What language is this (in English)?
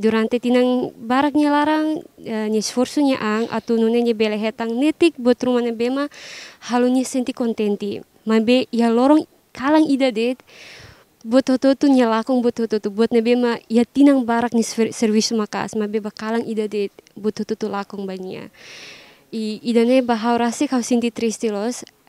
Tetum